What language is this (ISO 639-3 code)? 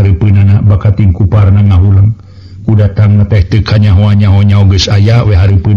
sun